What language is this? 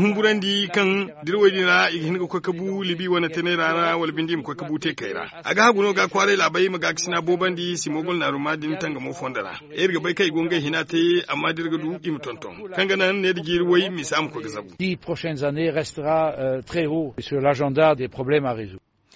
Zarma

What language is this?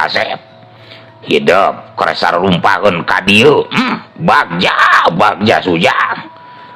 Sundanese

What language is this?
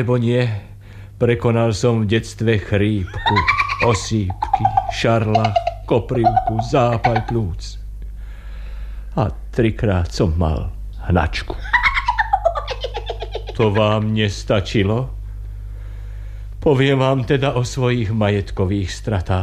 Slovak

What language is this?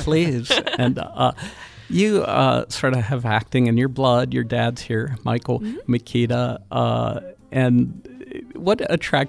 English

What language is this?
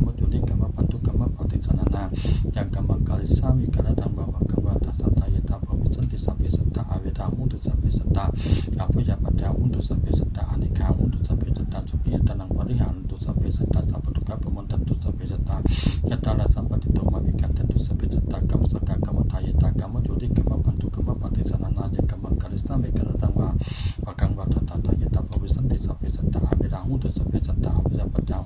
Pali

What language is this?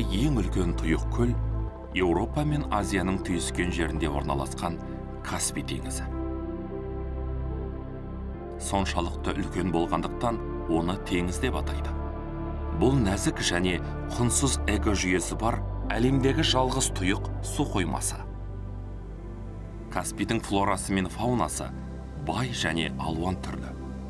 Kazakh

